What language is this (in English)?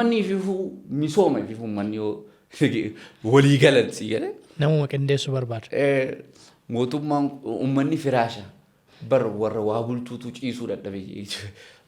Oromo